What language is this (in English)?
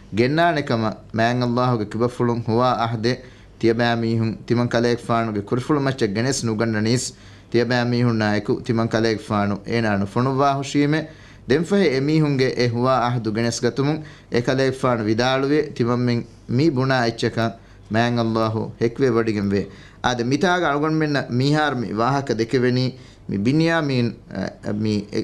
Divehi